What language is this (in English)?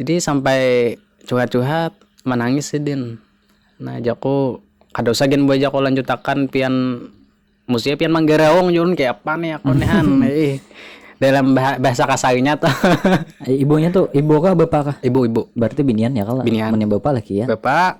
Banjar